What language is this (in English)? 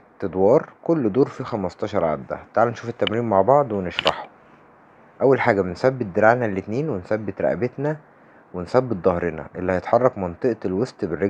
Egyptian Arabic